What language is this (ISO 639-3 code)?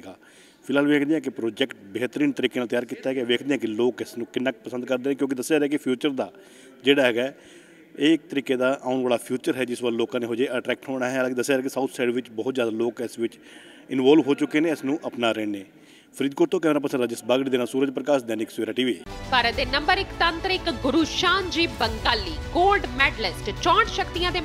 pan